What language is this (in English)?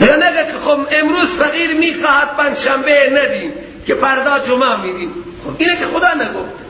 Persian